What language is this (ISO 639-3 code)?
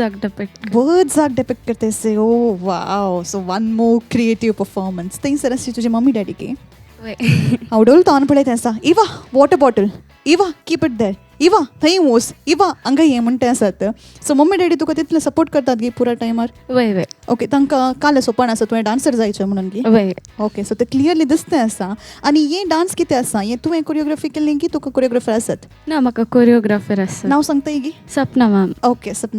kok